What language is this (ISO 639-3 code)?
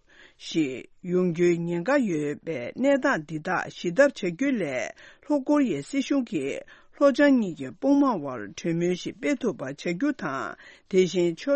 bod